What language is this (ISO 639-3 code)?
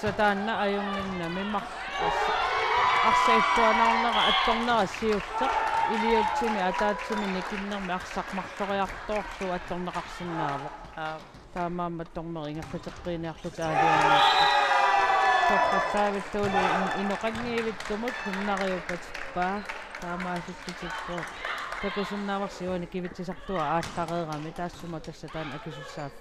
kal